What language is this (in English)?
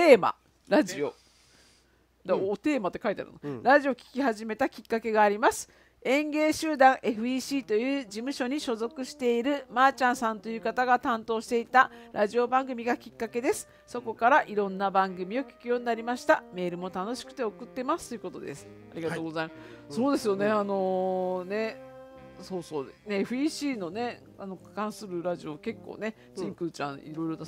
Japanese